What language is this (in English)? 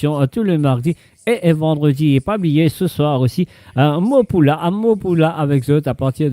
Morisyen